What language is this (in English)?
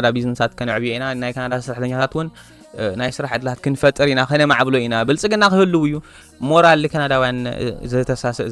Tigrinya